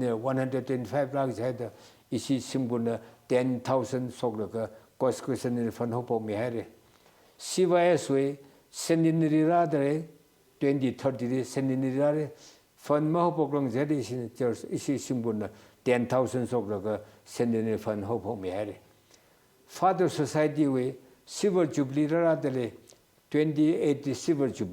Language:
Tangkhul Naga (India)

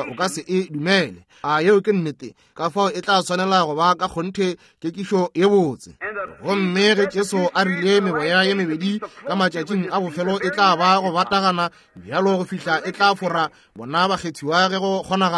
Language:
Northern Sotho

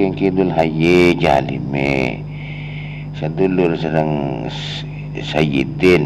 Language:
Madurese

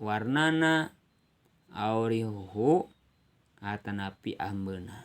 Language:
Sundanese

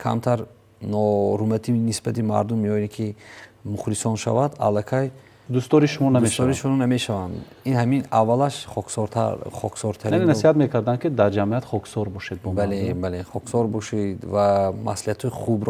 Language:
Tajik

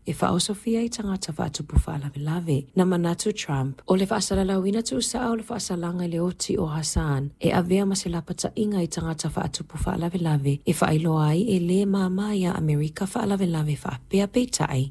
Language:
Samoan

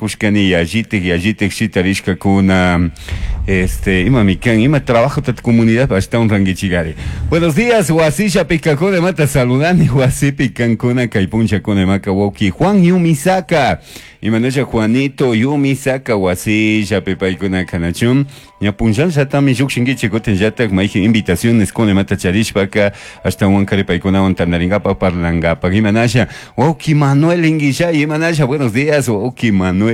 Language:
Chimborazo Highland Quichua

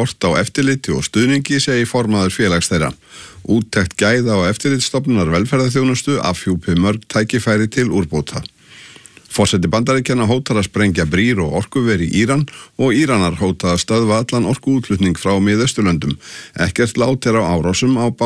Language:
Icelandic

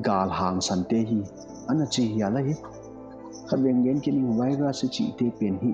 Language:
Paite Chin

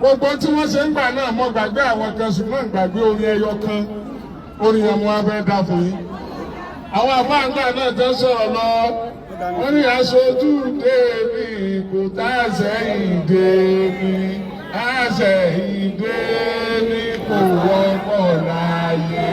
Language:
Yoruba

